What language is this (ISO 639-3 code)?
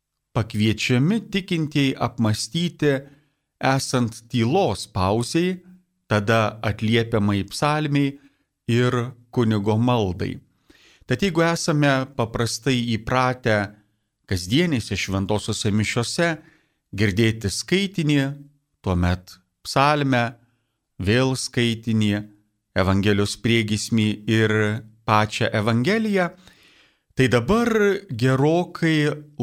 lit